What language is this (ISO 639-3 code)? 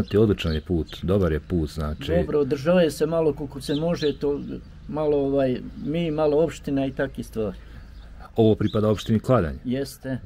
bos